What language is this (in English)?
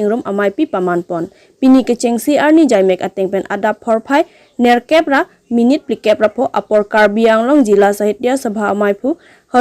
Karbi